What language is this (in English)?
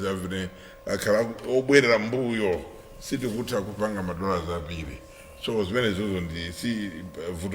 Nyanja